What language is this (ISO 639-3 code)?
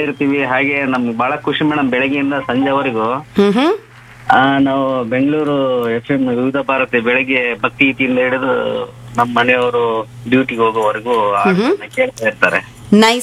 kan